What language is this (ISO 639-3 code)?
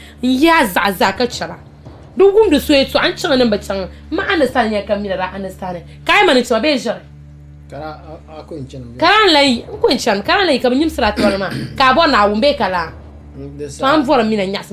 dag